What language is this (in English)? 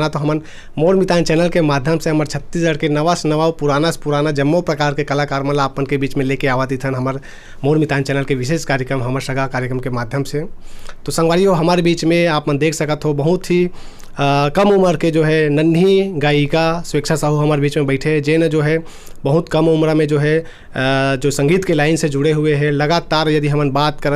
Chhattisgarhi